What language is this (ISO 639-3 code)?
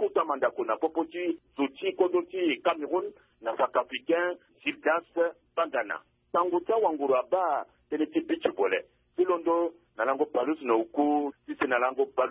sag